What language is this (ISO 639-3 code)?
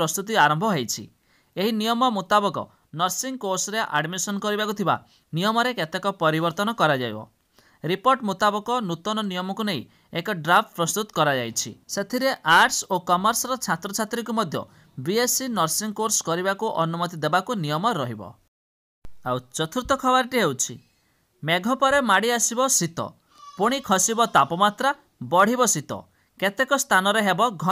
ori